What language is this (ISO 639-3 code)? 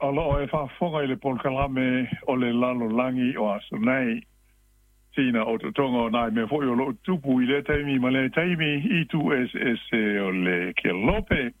smo